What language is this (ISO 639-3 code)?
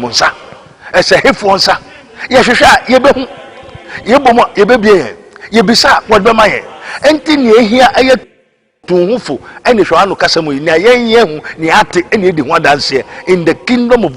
aka